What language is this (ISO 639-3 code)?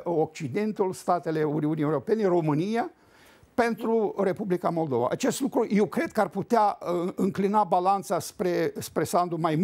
ron